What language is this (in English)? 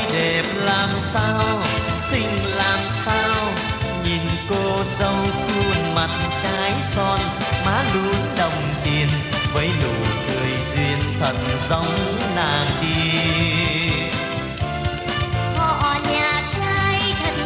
Vietnamese